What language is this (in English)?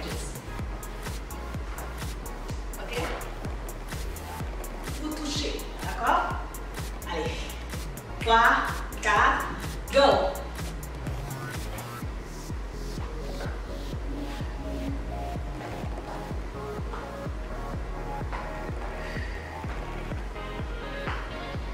French